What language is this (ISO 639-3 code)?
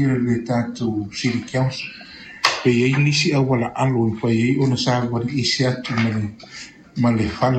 smo